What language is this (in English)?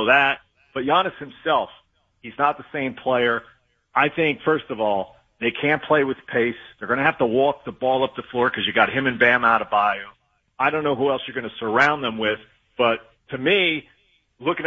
English